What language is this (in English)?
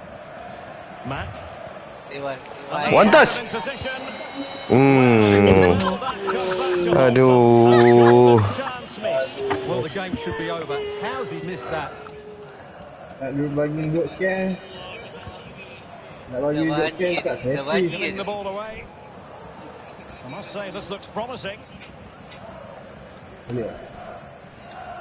Malay